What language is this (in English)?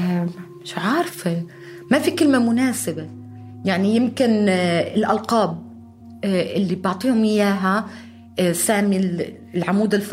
North Levantine Arabic